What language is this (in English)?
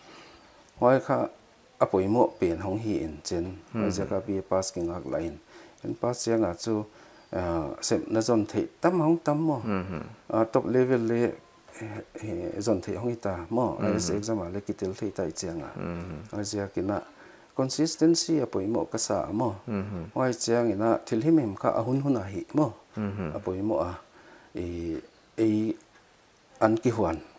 Paite Chin